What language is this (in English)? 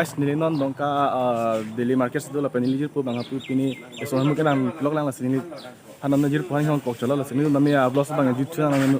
Karbi